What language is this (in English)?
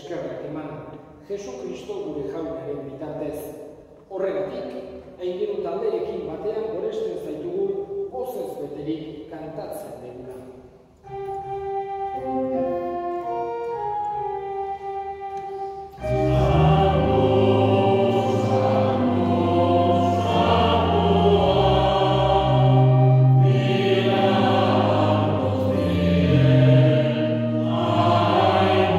Basque